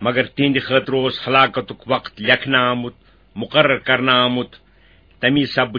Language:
Kashmiri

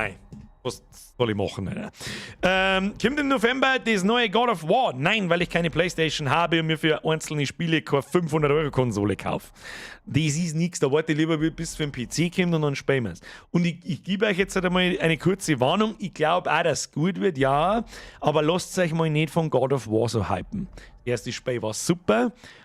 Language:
Bavarian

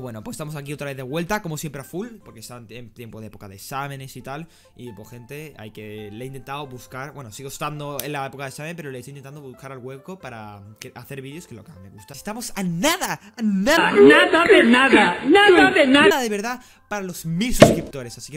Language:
Spanish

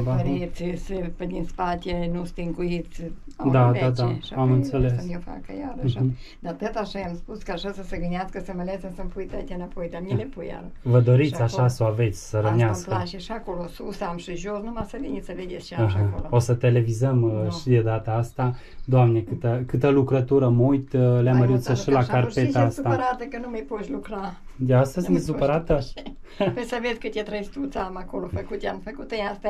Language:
Romanian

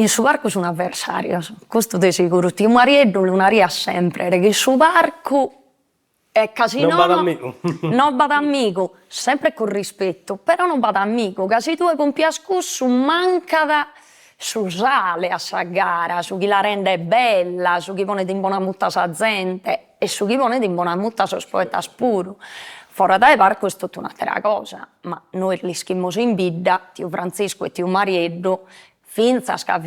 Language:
Sardinian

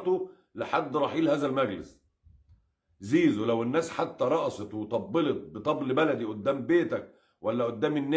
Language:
Egyptian Arabic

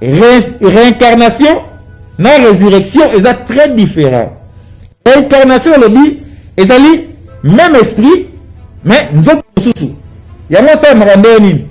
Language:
Lingala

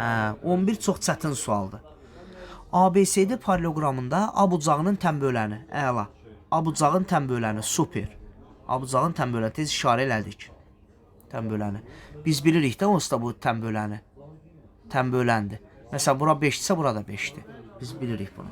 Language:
Azerbaijani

